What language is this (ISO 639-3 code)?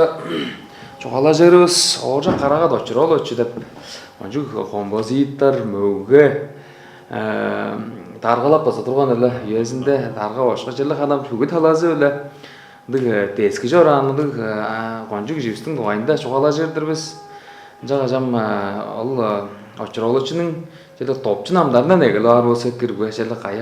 tyv